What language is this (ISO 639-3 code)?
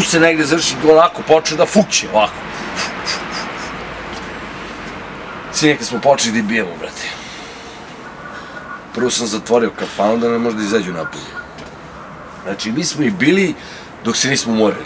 srp